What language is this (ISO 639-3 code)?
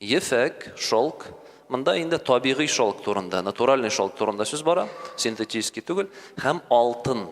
tat